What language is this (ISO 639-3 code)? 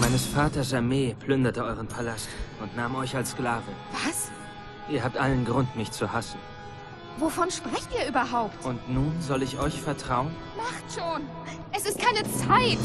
bar